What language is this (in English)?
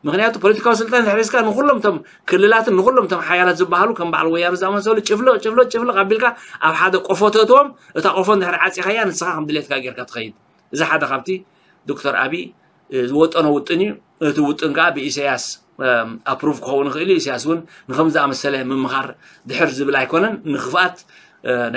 Tigrinya